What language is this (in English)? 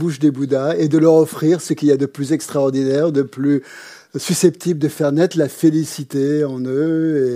French